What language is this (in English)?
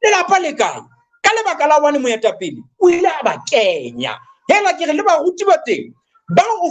Southern Sotho